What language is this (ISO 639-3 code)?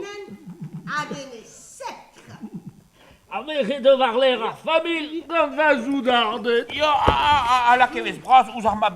bre